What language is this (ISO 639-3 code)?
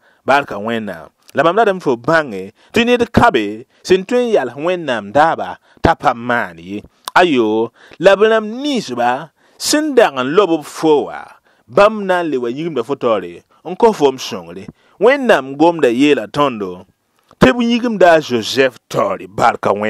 mos